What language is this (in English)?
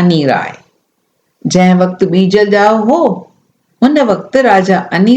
Sindhi